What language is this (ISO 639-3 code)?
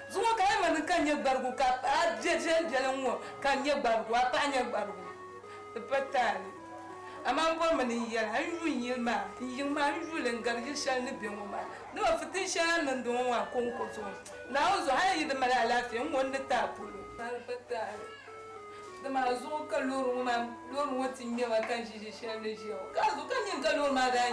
dag